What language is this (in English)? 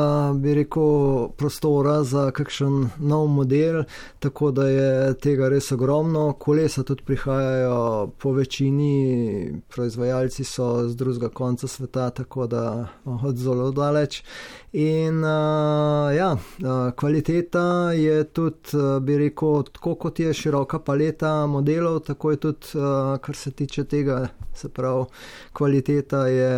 Slovenian